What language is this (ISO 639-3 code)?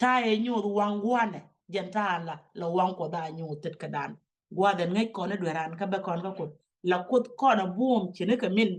nus